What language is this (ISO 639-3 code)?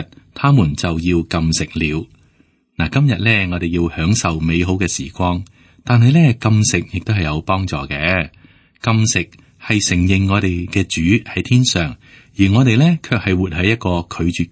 yue